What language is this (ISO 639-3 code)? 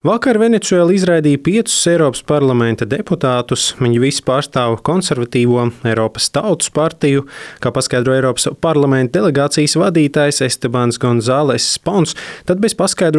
lav